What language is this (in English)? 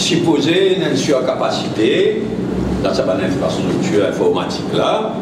Morisyen